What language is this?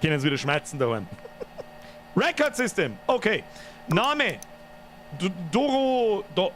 Bavarian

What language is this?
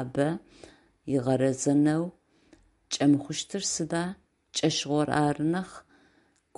Adyghe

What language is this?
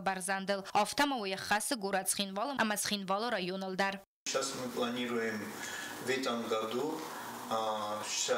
Ossetic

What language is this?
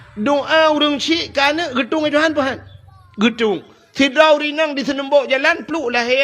Achinese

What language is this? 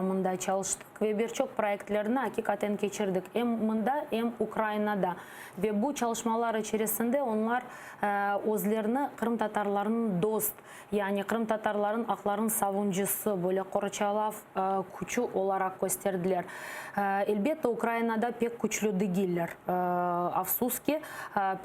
Crimean Tatar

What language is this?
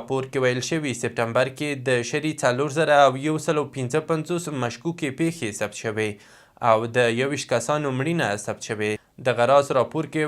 Pashto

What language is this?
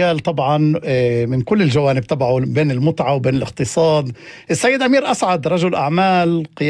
North Levantine Arabic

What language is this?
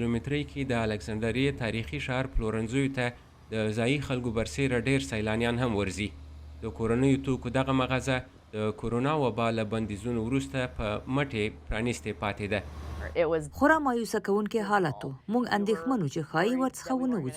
Pashto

